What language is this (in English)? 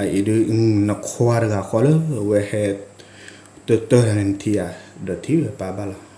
S'gaw Karen